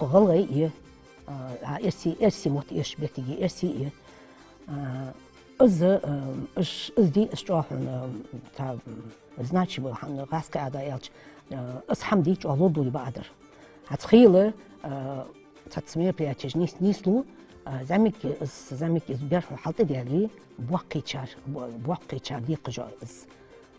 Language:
Ingush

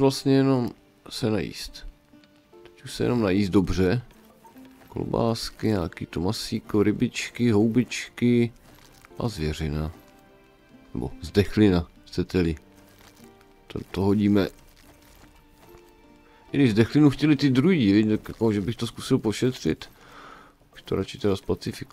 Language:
Czech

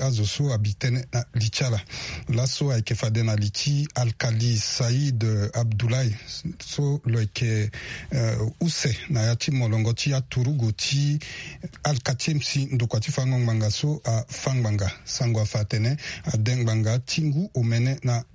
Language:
Sango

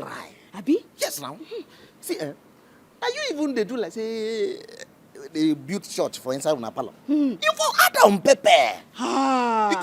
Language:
Nigerian Pidgin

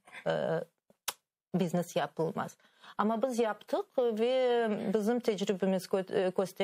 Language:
Crimean Tatar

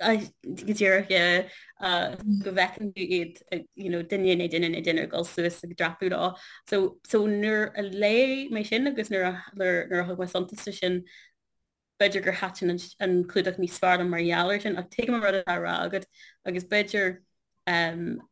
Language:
Irish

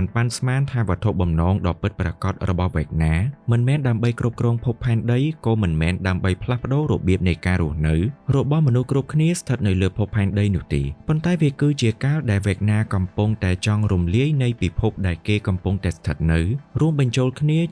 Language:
Khmer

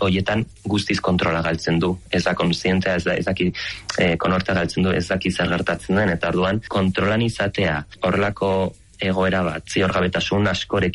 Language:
Basque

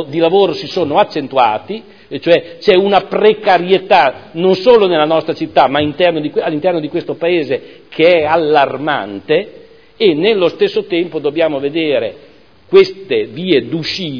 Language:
Italian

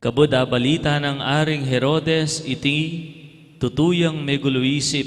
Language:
Pampanga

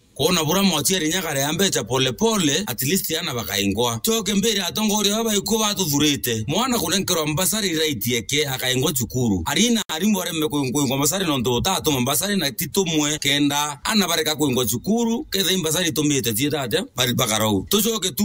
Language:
Meru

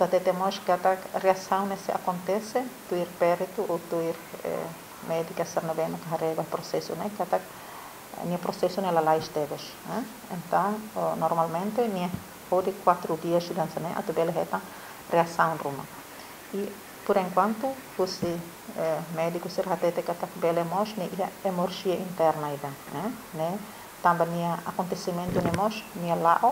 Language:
Tetum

